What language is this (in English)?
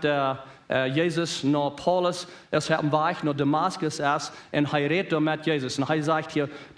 Plautdietsch